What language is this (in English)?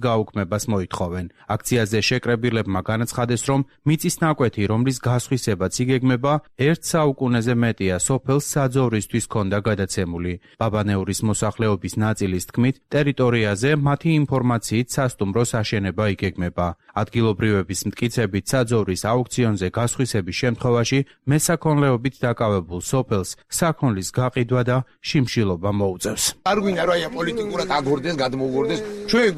Georgian